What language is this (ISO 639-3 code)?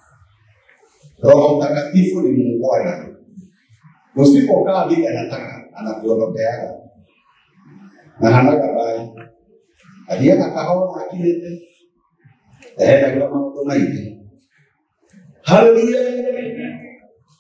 swa